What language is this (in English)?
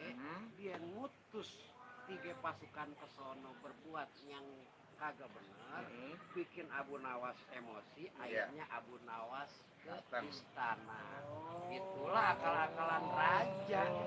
Betawi